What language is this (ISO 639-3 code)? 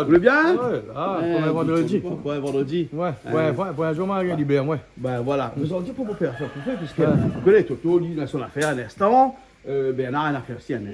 rcf